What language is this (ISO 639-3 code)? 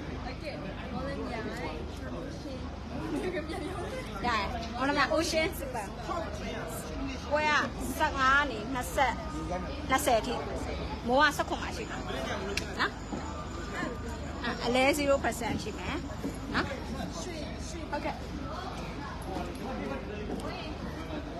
mya